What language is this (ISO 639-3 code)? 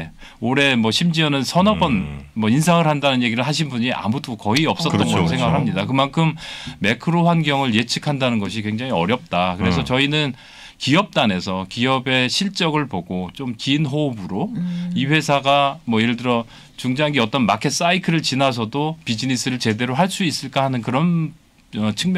kor